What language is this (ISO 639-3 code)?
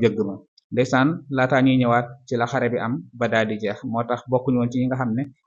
wol